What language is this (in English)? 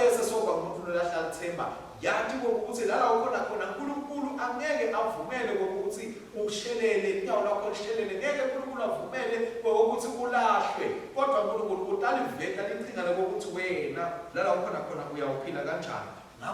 Swati